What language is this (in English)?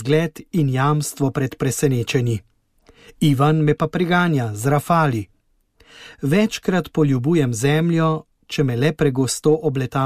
Slovenian